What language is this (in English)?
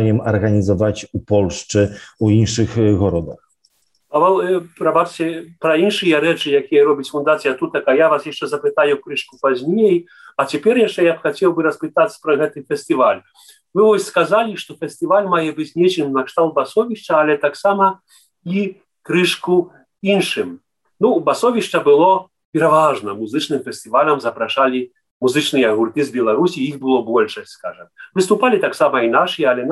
Belarusian